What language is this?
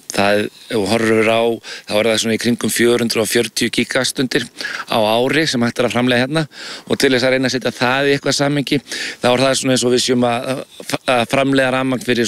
Icelandic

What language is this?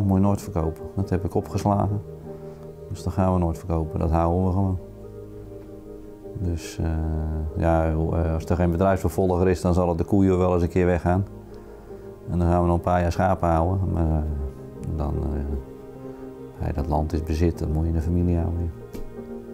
Dutch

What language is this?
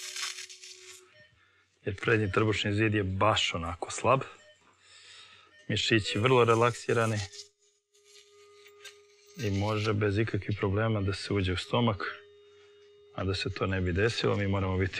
Serbian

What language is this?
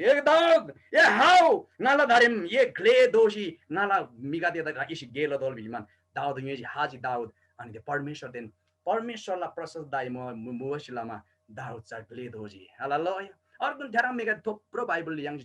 Eastern Tamang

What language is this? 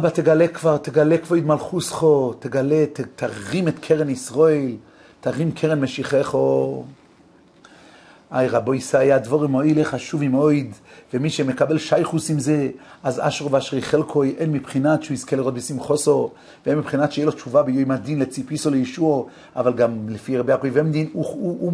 Hebrew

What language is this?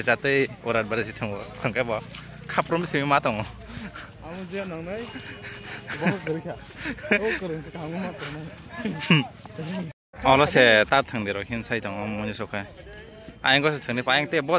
Kok Borok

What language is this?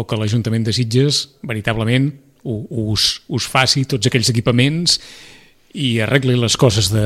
Catalan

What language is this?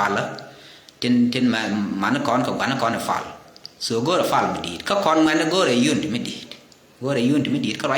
Nuer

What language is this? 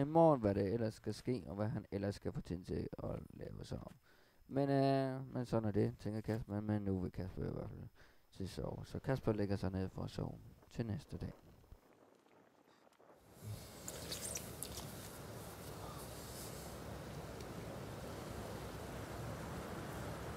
Danish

